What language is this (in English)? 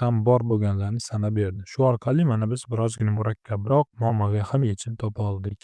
Uzbek